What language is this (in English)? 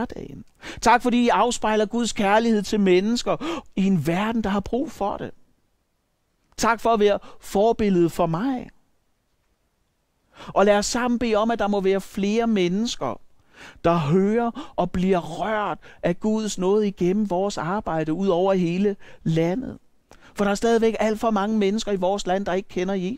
Danish